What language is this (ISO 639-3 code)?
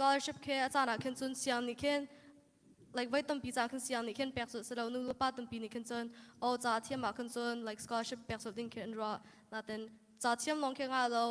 cnh